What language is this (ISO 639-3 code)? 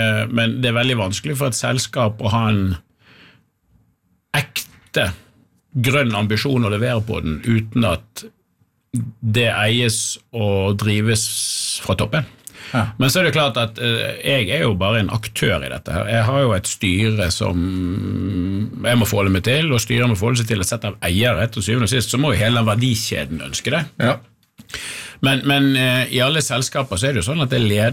nor